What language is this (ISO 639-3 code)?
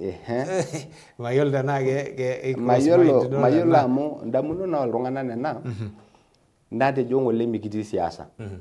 mas